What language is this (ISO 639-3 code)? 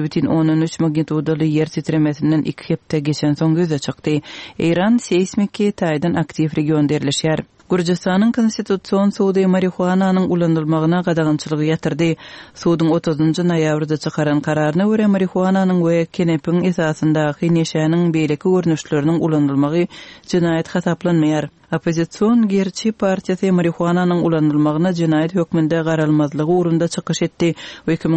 tuk